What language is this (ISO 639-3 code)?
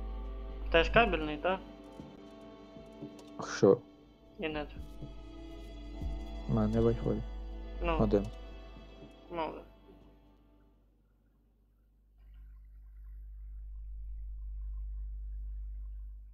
ukr